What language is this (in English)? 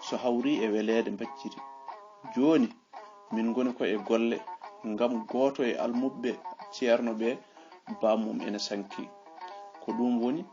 Fula